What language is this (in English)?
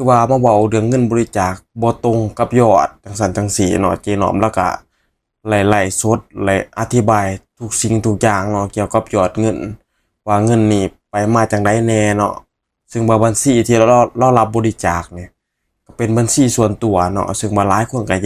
Northeastern Thai